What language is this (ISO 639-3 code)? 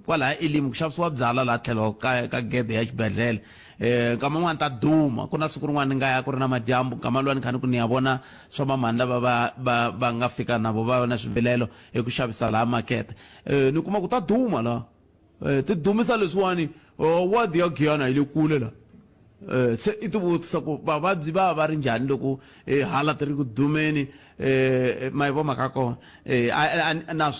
tso